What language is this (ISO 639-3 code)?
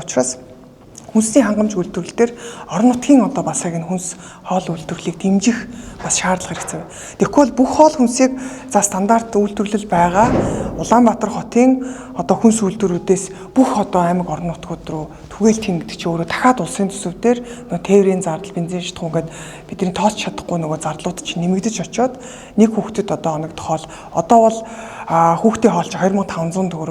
mon